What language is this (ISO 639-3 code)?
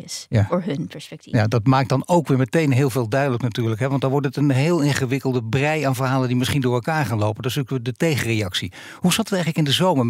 nld